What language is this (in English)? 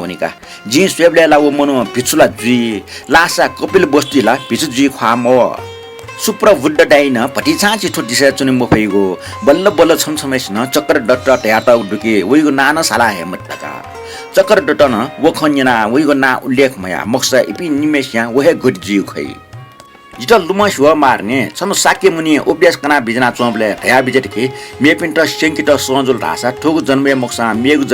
Newari